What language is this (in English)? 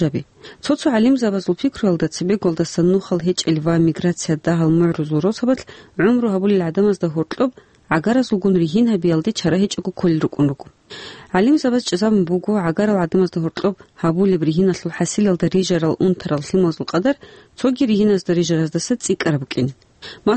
Avaric